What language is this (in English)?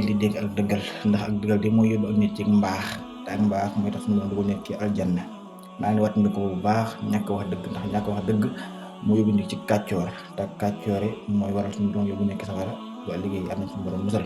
Wolof